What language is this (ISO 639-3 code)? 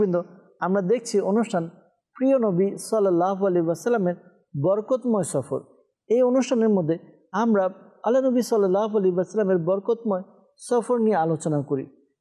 ben